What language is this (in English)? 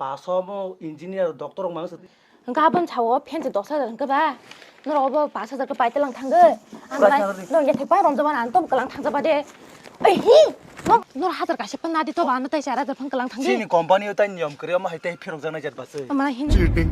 Kok Borok